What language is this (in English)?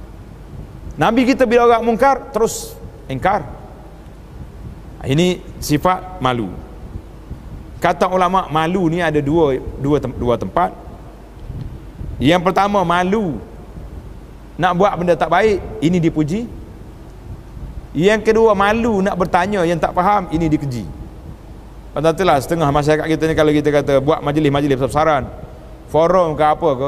Malay